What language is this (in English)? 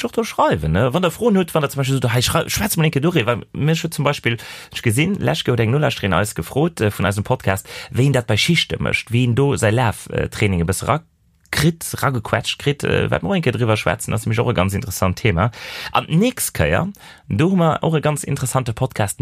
Luxembourgish